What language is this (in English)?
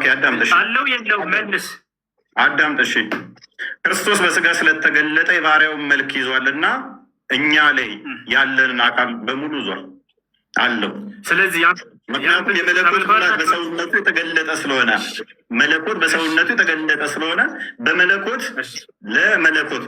Amharic